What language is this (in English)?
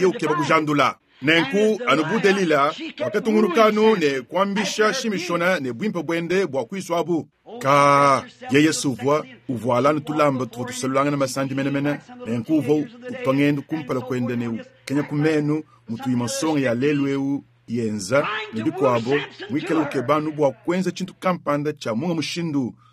Luba-Lulua